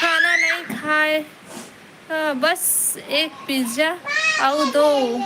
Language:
Chhattisgarhi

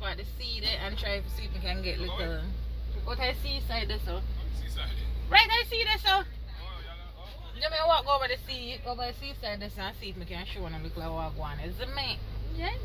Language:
Jamaican Creole English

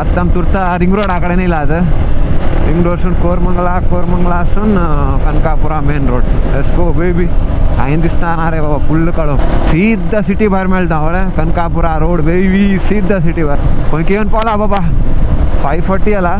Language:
Konkani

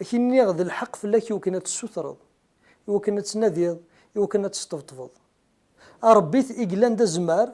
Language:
Kabyle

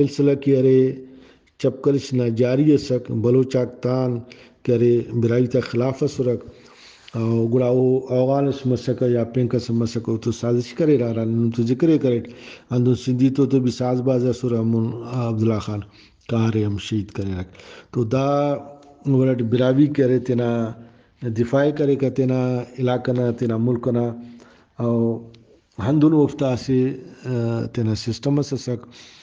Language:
Brahui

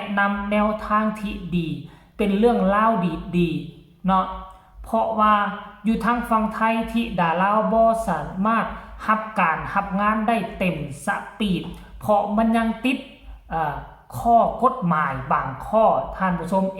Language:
Lao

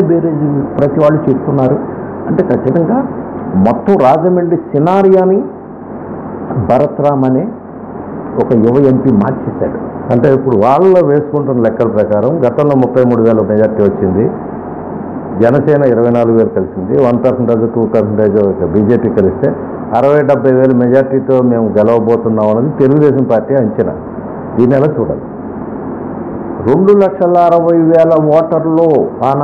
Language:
Telugu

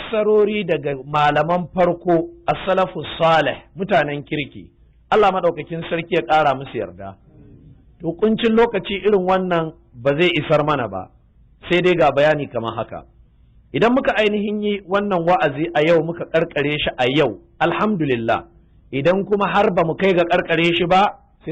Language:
Hausa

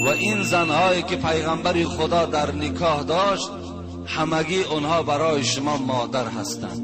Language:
Tajik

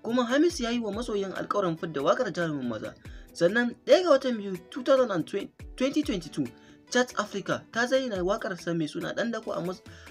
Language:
Hausa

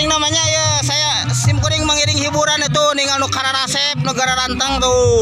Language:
Sundanese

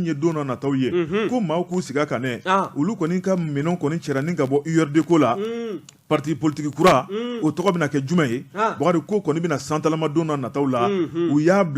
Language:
Bambara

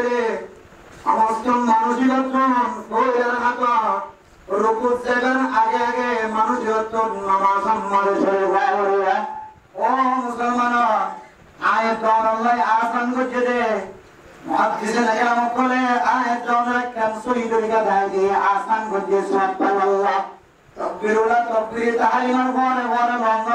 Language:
Rohingya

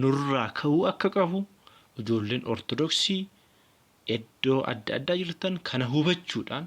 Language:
Oromo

